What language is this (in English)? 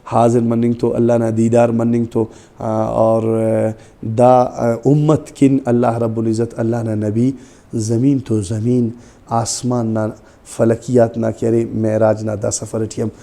Brahui